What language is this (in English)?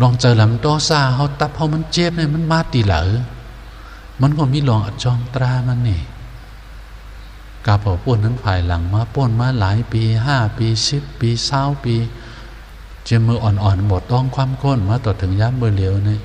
Shan